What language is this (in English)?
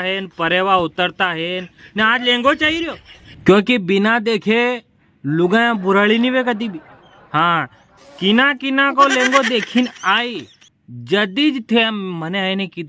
Rajasthani